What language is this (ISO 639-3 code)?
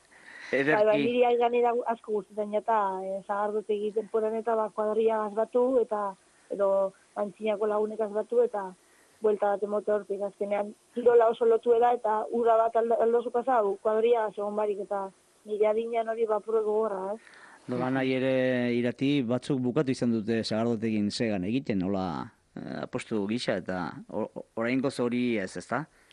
eus